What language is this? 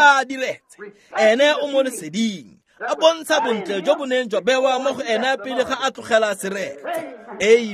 Tswana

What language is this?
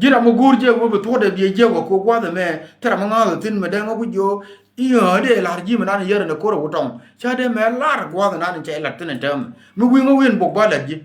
Nuer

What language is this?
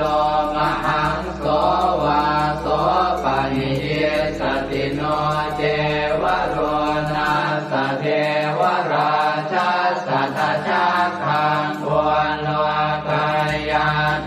Pali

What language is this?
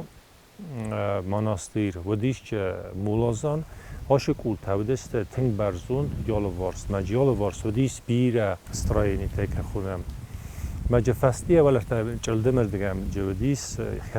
Ossetic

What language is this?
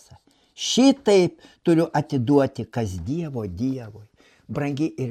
Lithuanian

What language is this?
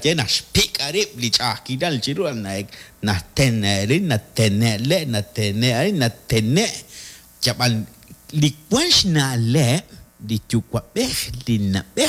Kekchí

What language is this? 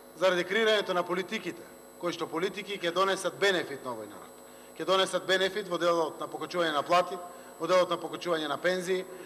Macedonian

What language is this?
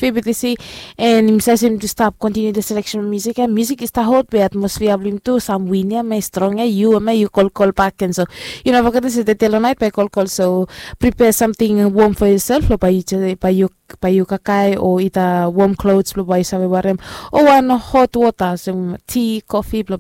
Bislama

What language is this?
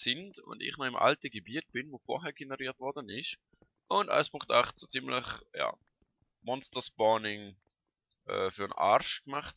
Swiss German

